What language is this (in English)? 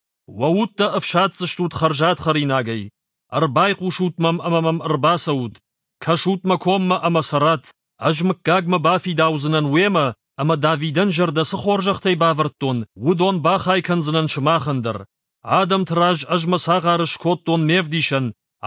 Ossetic